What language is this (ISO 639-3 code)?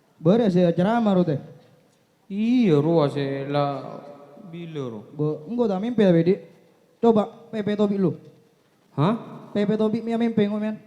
mad